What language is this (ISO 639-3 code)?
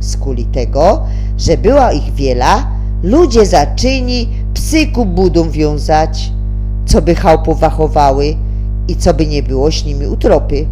szl